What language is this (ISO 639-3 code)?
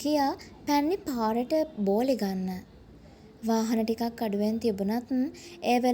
sin